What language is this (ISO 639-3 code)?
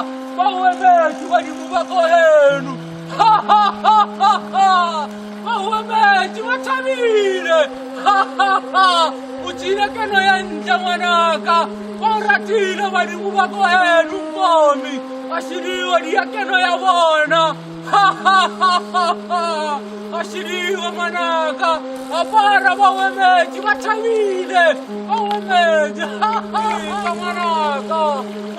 sot